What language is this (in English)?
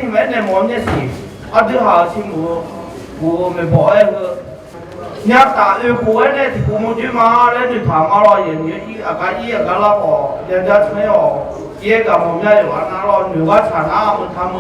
Akha